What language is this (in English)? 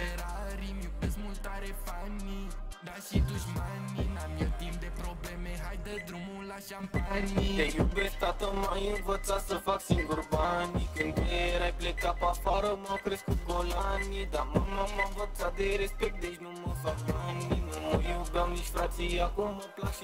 Romanian